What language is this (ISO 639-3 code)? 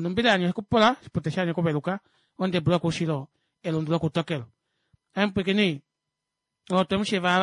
kua